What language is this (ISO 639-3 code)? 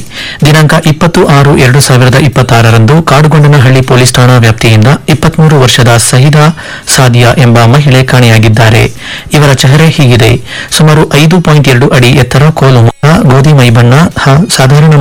kan